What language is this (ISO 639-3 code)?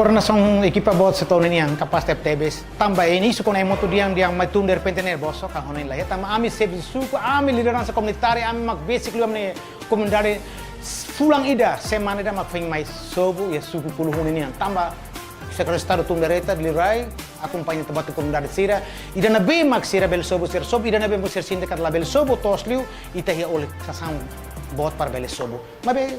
tet